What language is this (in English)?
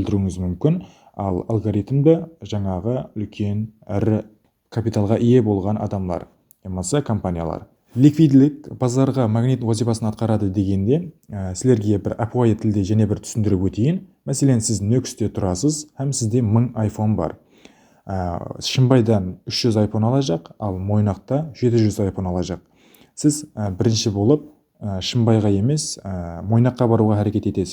Kara-Kalpak